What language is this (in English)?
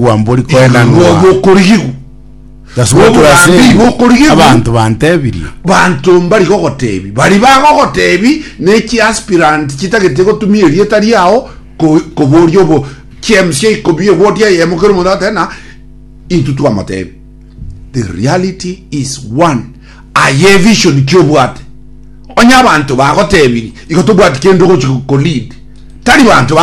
Gusii